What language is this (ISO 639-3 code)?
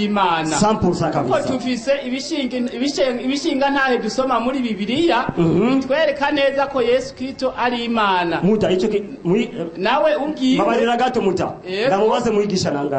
run